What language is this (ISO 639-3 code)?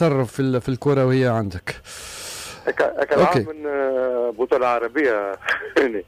aeb